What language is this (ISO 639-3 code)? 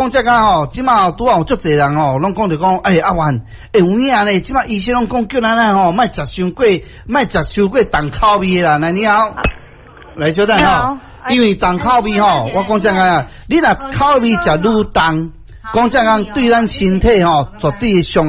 nan